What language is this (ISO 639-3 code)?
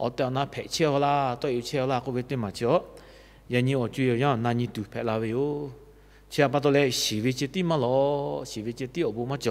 lhu